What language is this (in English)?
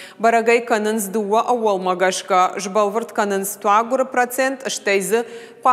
Ossetic